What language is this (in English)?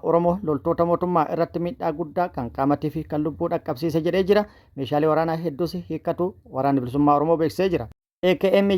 Oromo